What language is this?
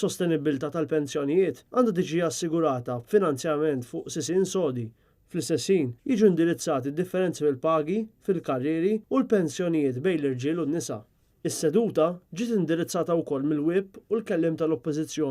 Maltese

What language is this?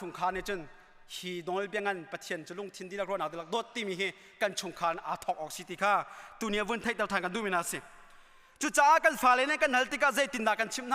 Hakha Chin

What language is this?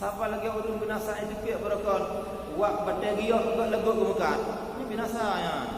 Achinese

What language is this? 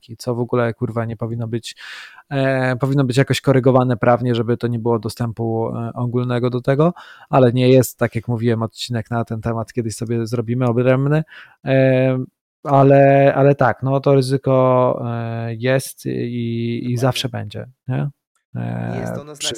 Polish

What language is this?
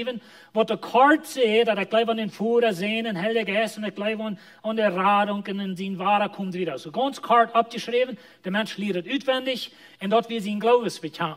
Plautdietsch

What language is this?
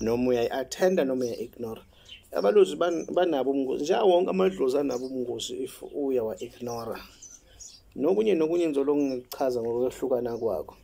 Zulu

